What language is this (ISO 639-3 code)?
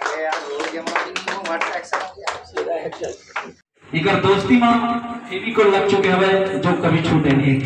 hne